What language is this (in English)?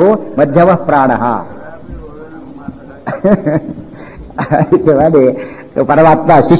Kannada